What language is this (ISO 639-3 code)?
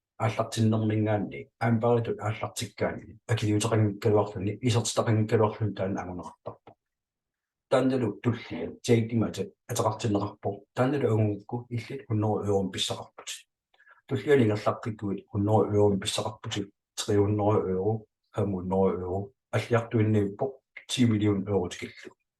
kal